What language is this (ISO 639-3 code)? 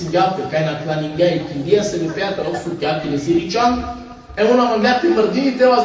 rmn